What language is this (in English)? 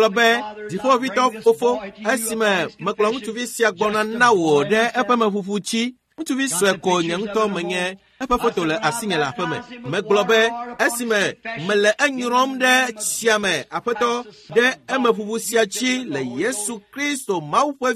Ewe